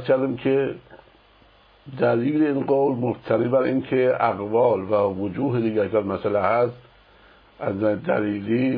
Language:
Persian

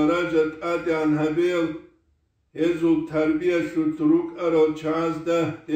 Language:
Avaric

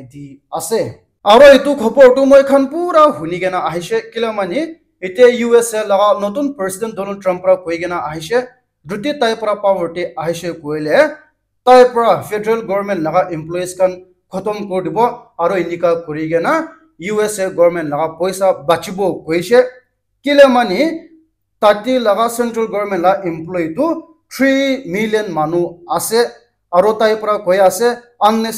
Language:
Naga Pidgin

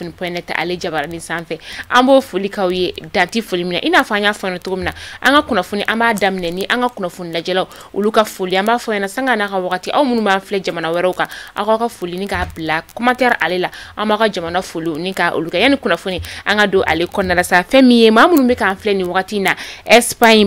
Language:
Bambara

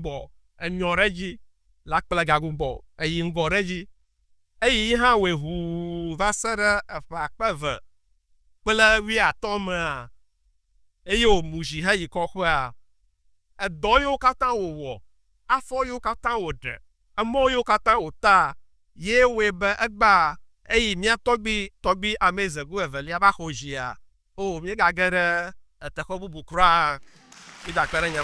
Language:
Ewe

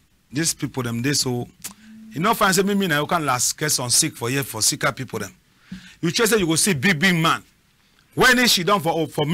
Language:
Cameroon Pidgin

